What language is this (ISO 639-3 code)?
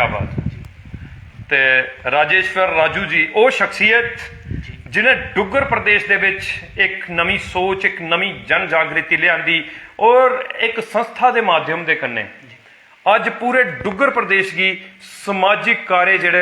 doi